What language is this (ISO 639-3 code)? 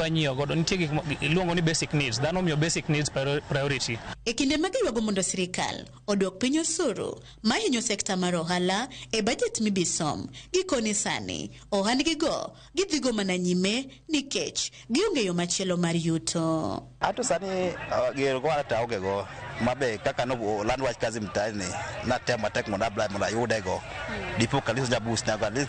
luo